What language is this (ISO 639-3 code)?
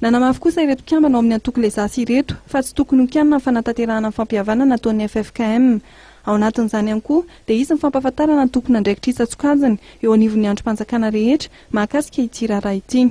mlg